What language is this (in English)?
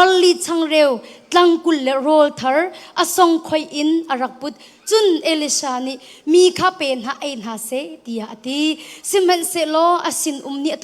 Hakha Chin